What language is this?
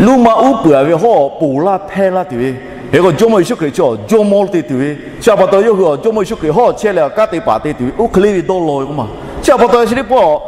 Lahu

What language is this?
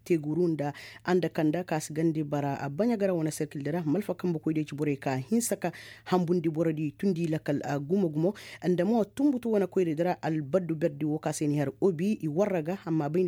Koyraboro Senni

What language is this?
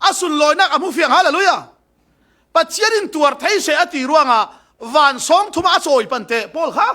Falam Chin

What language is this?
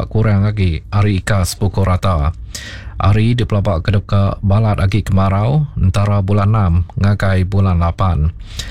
Iban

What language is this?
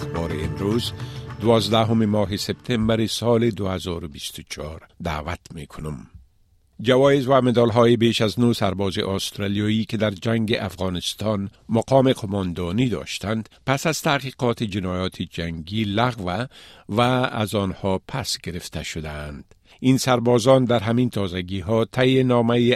Persian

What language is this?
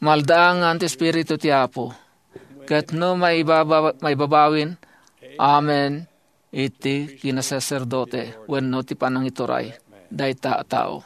Iloko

